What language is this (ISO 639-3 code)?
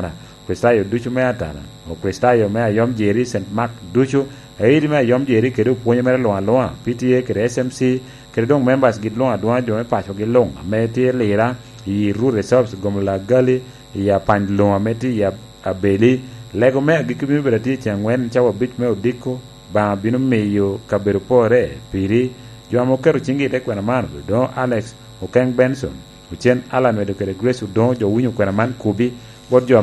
laj